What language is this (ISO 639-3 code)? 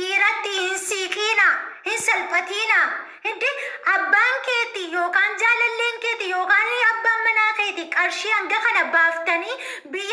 orm